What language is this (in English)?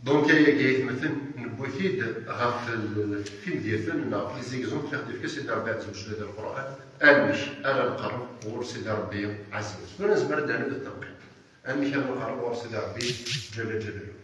Kabyle